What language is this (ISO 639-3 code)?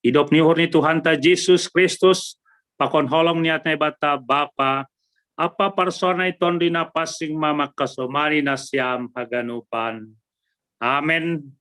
bts